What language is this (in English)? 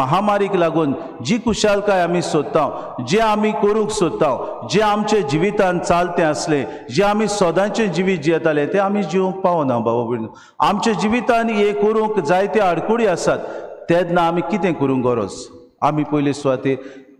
Konkani